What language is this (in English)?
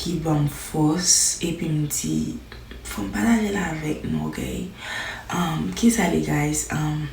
Haitian Creole